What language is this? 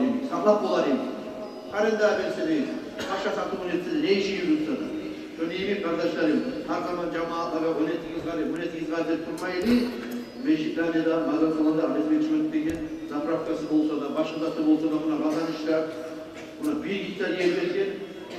Kumyk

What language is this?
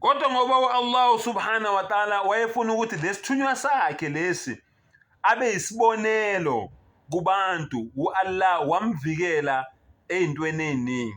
Zulu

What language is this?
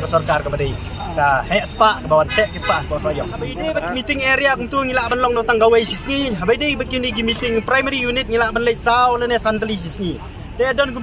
Khasi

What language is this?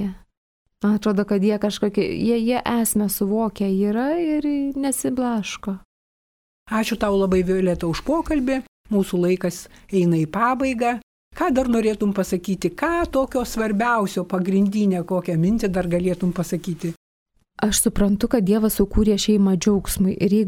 Lithuanian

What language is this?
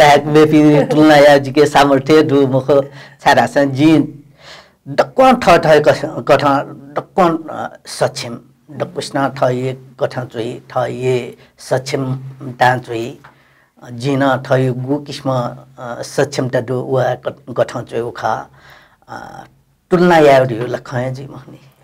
Newari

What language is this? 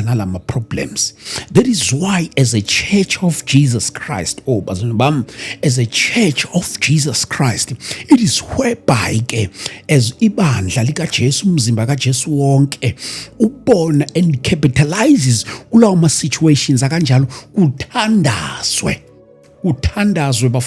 Zulu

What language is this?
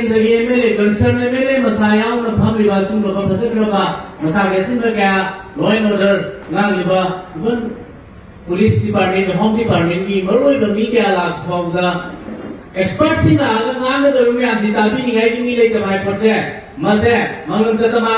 Manipuri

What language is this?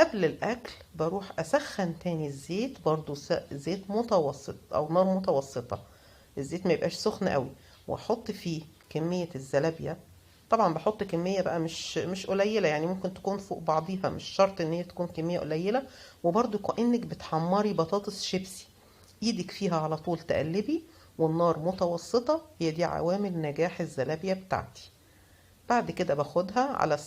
Egyptian Arabic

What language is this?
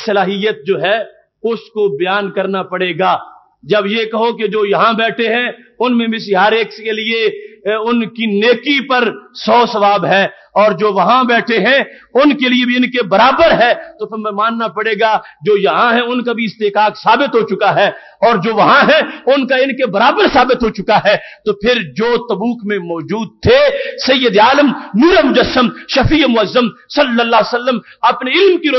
Urdu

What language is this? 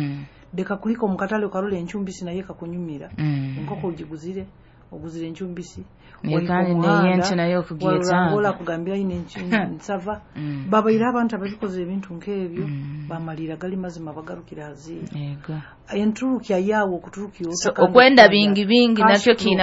Nyoro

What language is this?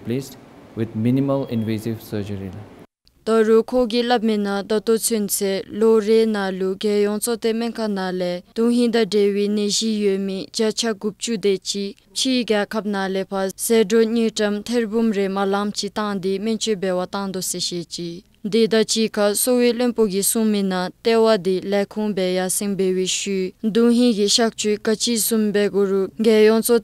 Dzongkha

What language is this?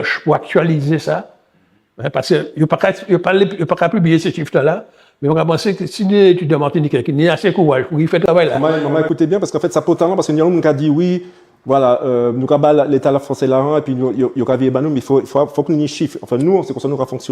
Guadeloupean Creole French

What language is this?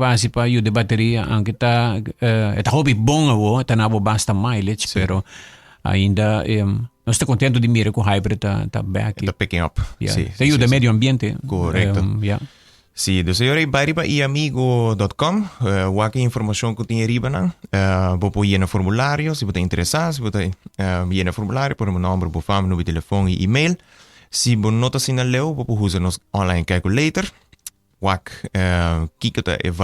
Papiamento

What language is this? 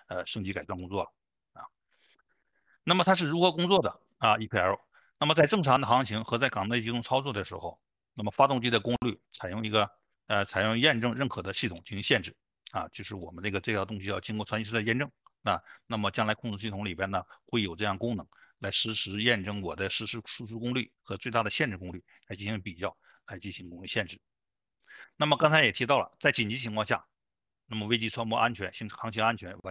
Chinese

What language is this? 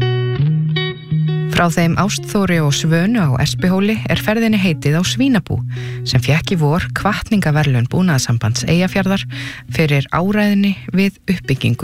Icelandic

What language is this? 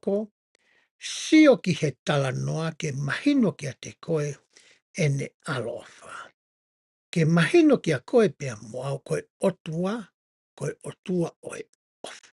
Tongan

